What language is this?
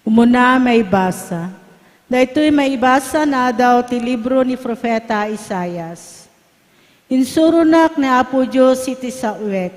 Iloko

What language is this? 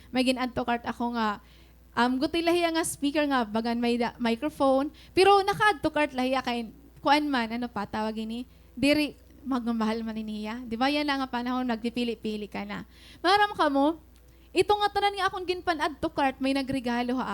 Waray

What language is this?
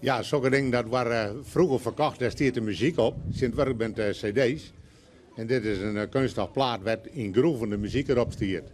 Western Frisian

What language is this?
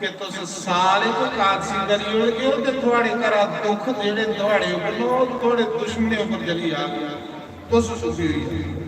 Dogri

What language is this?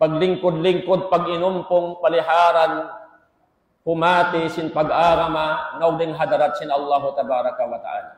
Tausug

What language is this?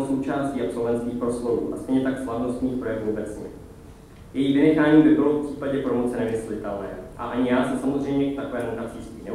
Czech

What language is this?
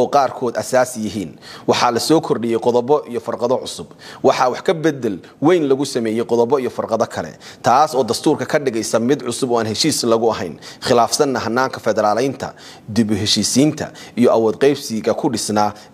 Somali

